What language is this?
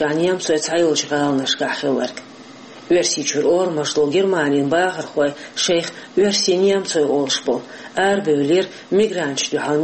Chechen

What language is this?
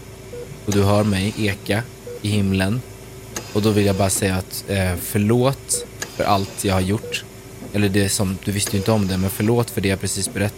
Swedish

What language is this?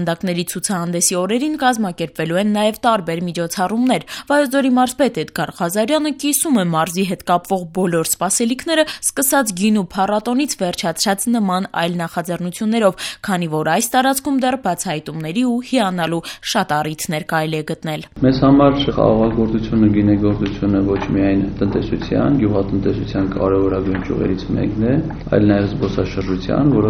Armenian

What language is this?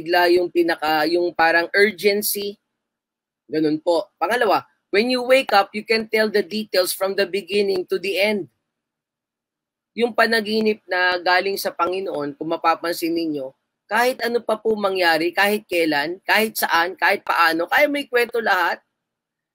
Filipino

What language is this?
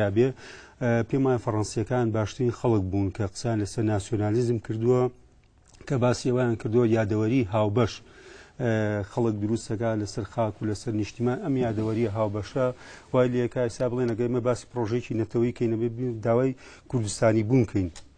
Central Kurdish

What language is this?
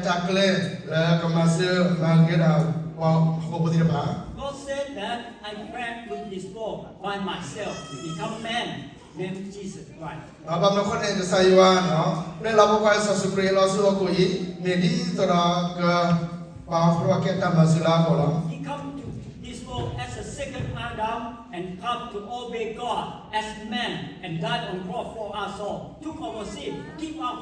S'gaw Karen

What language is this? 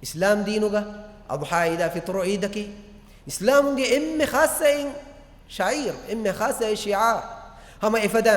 Divehi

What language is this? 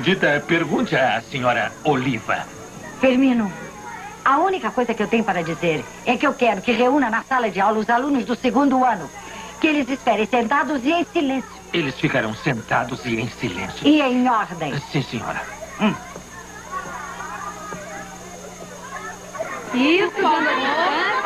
Portuguese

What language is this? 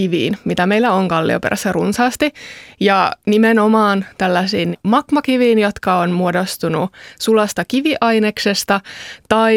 Finnish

